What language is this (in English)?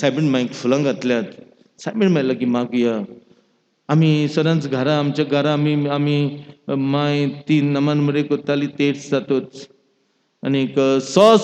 Konkani